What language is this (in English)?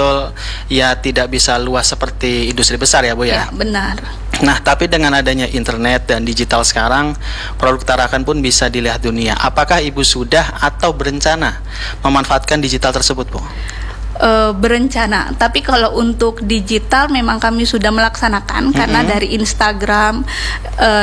Indonesian